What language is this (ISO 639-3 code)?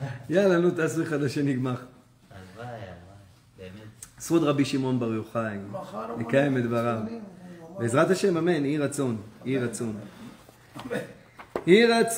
heb